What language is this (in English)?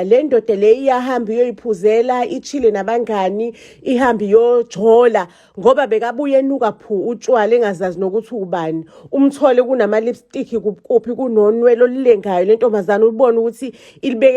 Zulu